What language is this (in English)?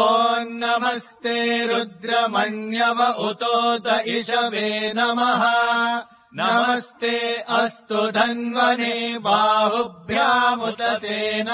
Sanskrit